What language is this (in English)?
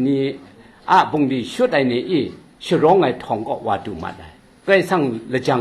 Kachin